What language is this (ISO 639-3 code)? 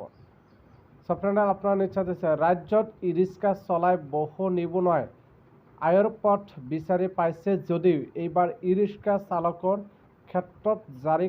asm